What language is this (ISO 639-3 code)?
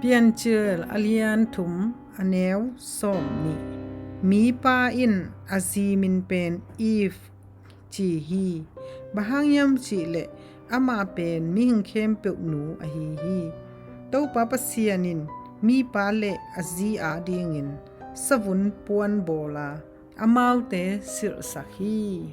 ctd